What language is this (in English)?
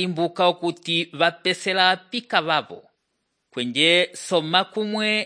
Umbundu